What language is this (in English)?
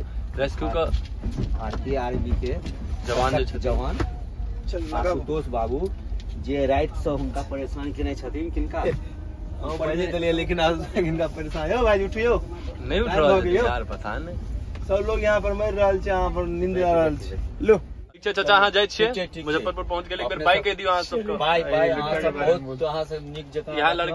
Maithili